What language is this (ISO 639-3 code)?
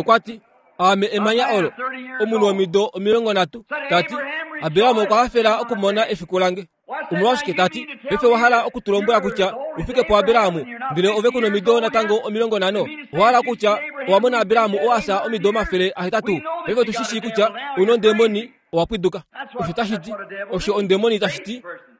kua